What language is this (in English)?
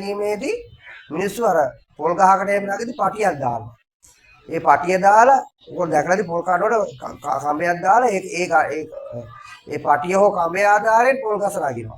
Sinhala